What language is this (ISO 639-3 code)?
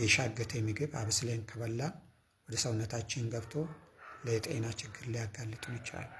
amh